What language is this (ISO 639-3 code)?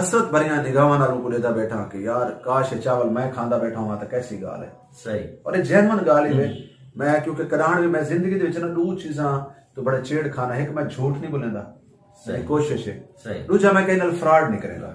skr